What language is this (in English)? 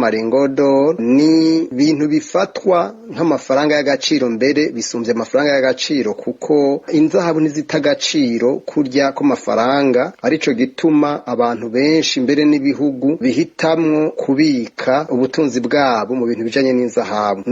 Rundi